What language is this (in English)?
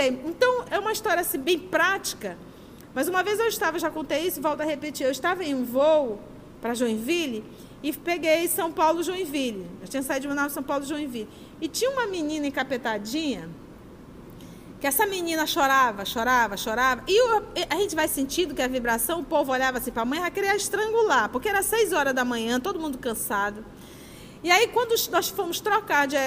Portuguese